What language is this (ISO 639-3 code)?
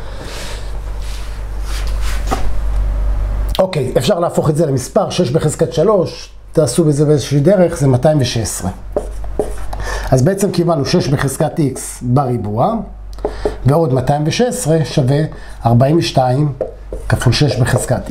heb